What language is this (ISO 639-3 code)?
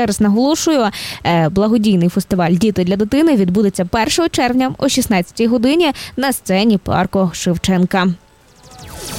ukr